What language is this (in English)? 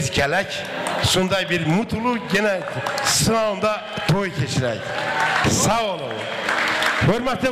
Kara-Kalpak